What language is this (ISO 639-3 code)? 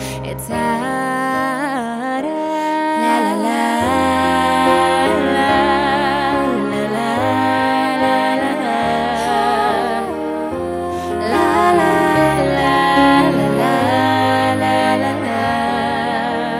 eus